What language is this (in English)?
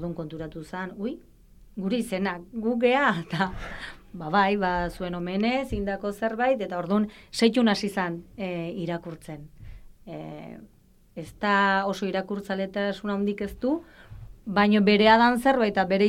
Basque